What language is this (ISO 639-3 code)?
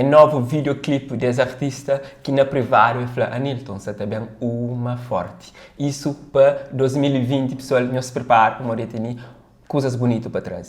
kea